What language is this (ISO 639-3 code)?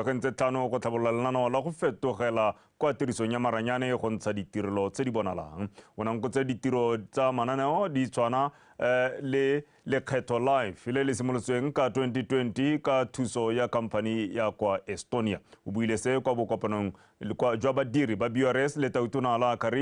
tsn